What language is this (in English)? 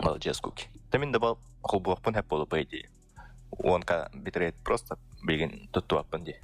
Yakut